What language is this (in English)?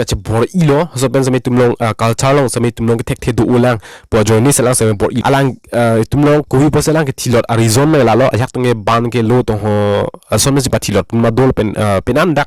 Karbi